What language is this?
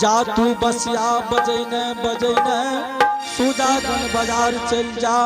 Angika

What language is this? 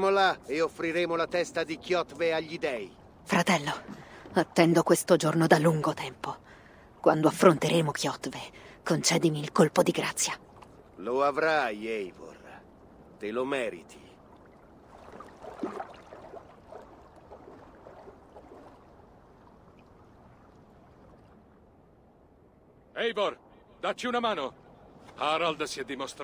Italian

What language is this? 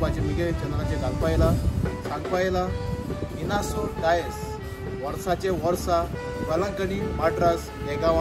Konkani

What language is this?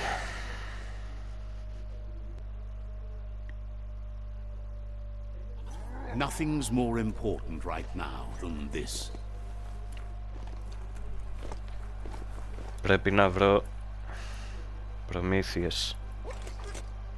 Greek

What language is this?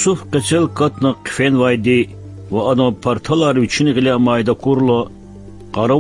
Lezghian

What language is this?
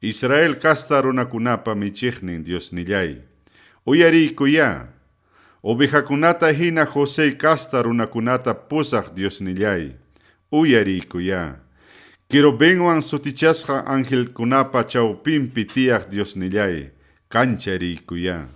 Ayacucho Quechua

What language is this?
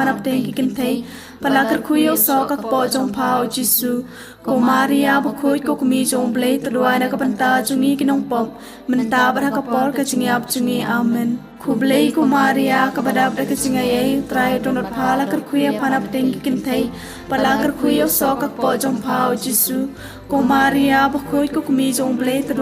Khasi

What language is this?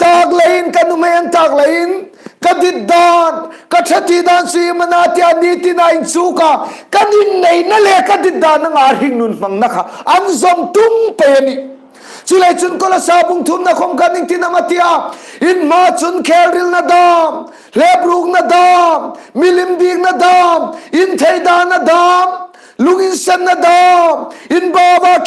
Hmar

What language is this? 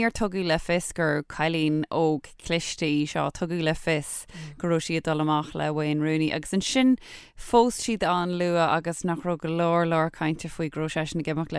Irish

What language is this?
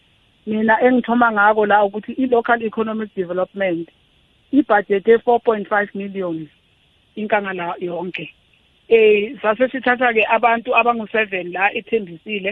South Ndebele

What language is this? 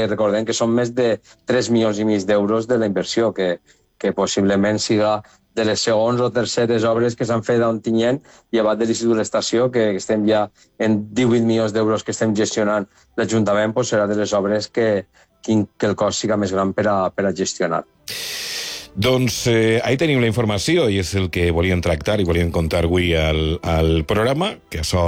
Catalan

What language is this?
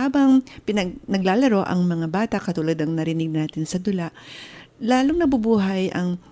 Filipino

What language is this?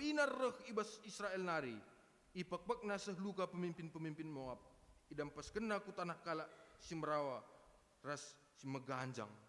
Batak Karo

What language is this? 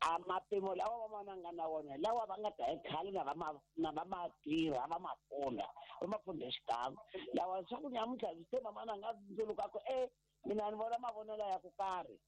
Tsonga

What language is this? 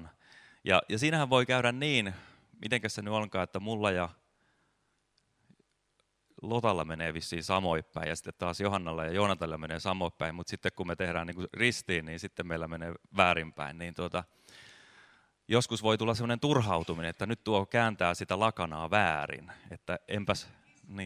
Finnish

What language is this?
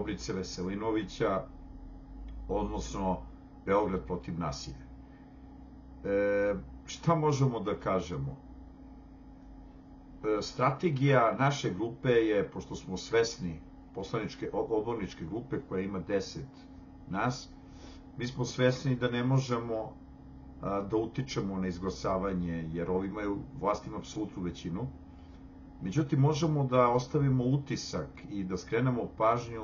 Serbian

